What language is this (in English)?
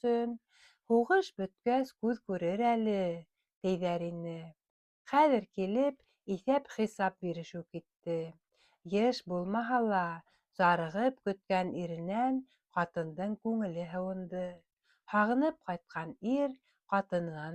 Bashkir